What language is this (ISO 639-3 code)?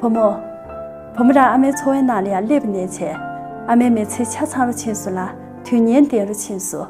bod